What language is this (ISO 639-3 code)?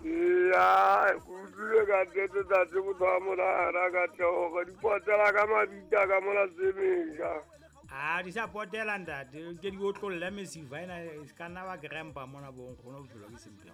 sot